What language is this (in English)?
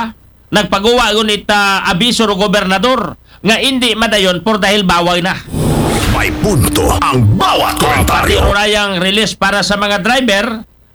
Aklanon